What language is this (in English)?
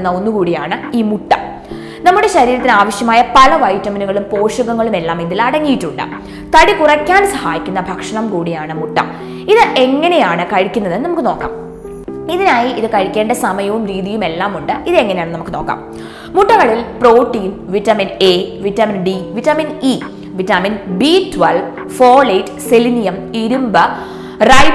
Malayalam